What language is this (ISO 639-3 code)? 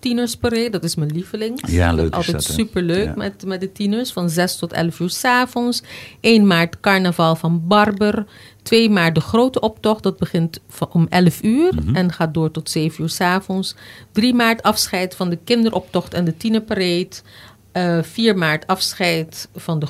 nld